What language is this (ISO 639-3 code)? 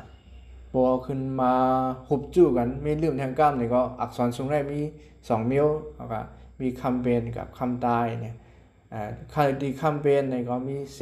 shn